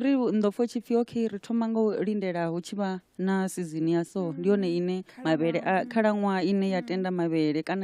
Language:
Venda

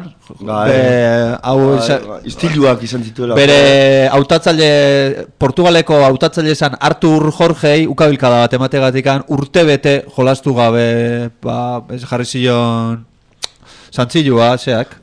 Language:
Basque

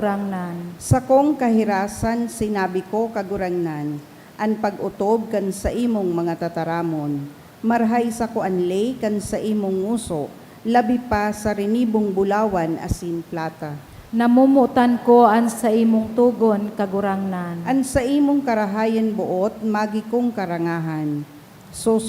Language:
Bikol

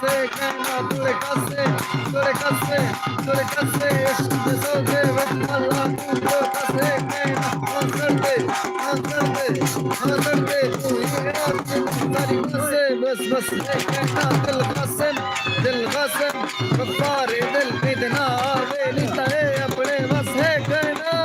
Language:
Saraiki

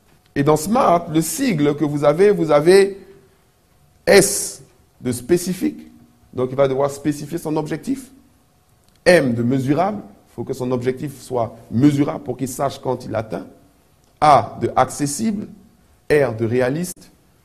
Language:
French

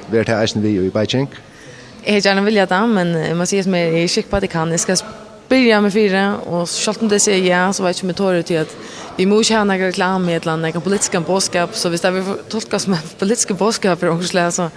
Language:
Faroese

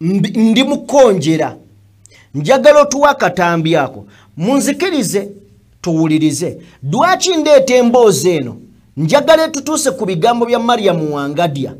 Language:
Ganda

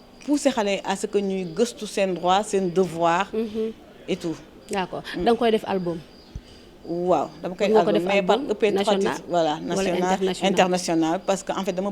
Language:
Wolof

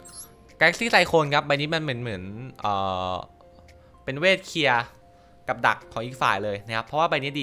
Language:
Thai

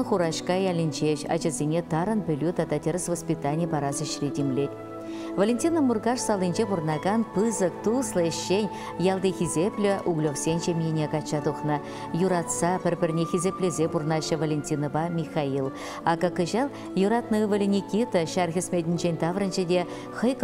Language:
Chuvash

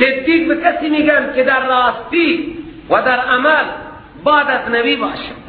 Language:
Persian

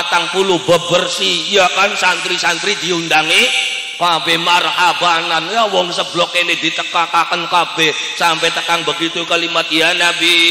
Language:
Javanese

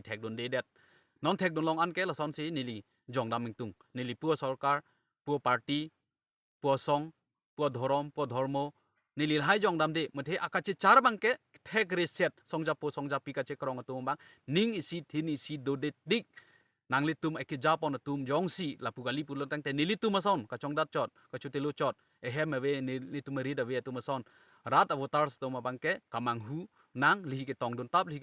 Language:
Karbi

